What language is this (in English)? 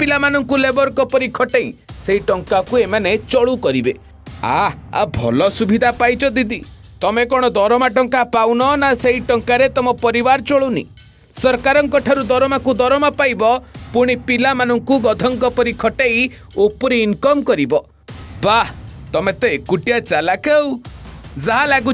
Odia